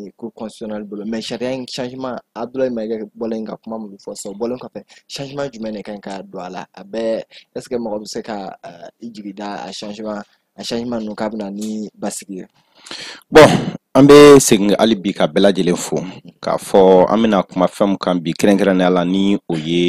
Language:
Bambara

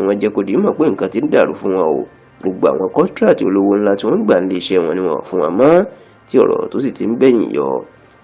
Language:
Yoruba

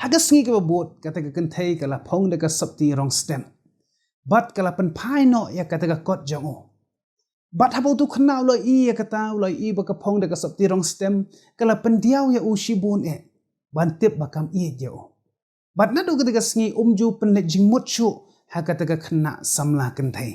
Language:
Khasi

